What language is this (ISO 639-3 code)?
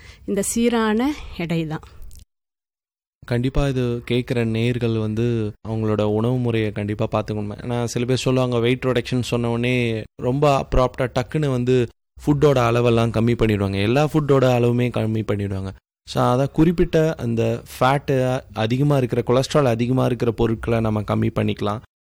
tam